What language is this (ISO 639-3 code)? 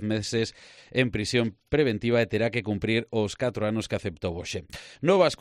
glg